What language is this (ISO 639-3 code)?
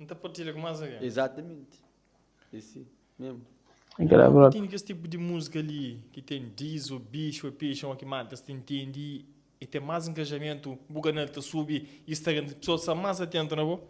kea